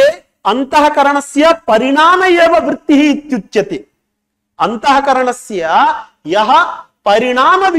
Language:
Sanskrit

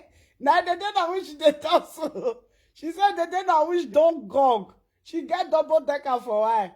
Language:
Nigerian Pidgin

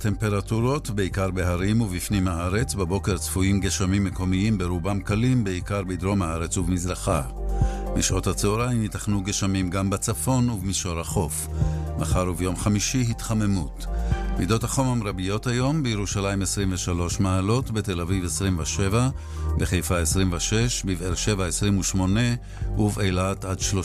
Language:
Hebrew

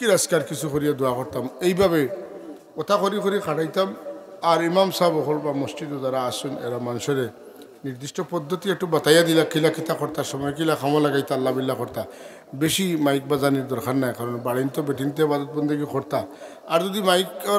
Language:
Sylheti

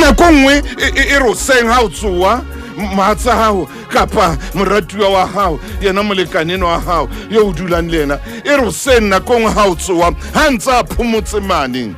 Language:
Southern Sotho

